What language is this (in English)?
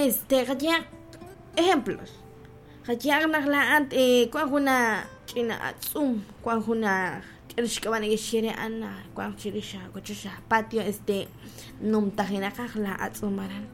Kekchí